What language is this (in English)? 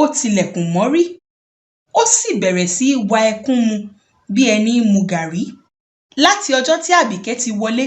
Yoruba